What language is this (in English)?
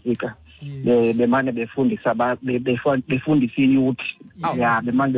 Xhosa